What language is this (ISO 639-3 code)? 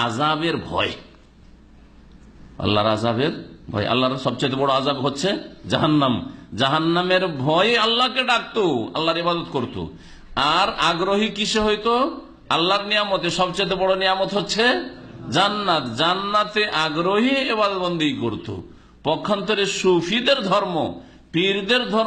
ben